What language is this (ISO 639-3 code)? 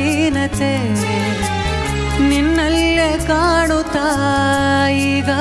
kan